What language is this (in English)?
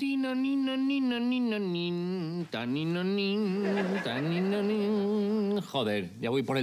Spanish